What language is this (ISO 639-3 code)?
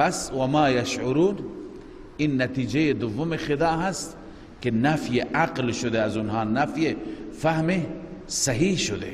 fas